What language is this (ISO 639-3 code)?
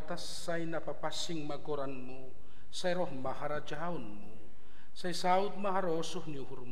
bts